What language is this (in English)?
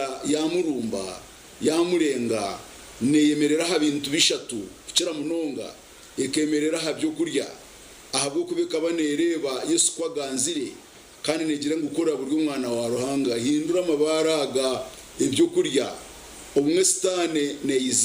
Nyankole